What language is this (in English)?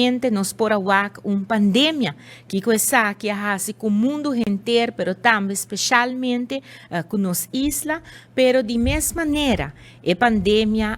Papiamento